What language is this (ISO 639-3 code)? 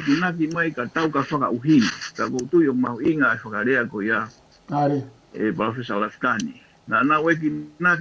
ton